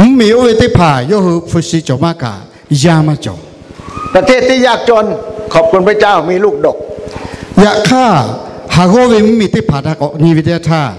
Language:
Lahu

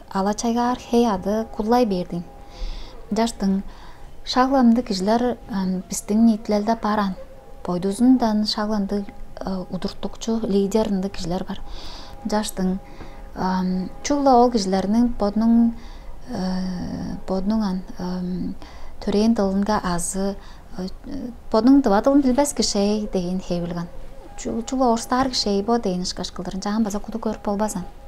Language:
Tuvinian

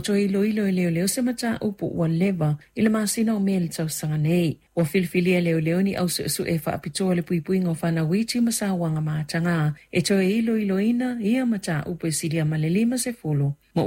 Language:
Samoan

